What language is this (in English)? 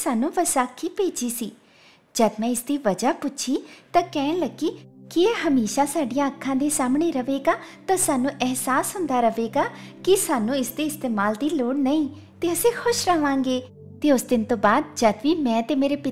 Punjabi